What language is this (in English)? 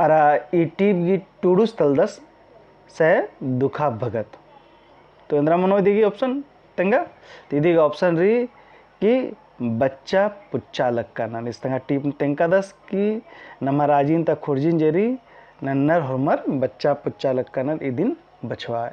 Kurukh